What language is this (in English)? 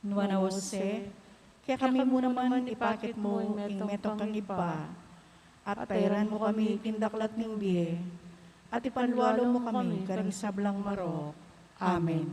Pampanga